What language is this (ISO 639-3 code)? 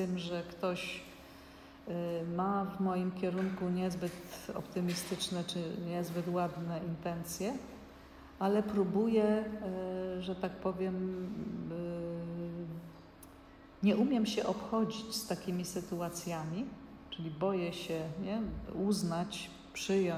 pol